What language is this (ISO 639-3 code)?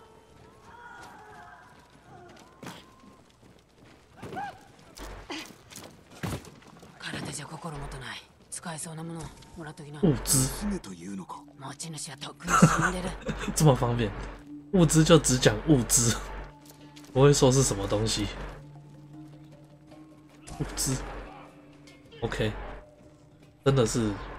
zho